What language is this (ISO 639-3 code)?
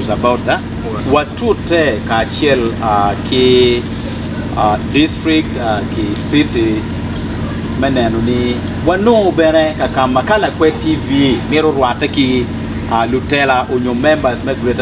ach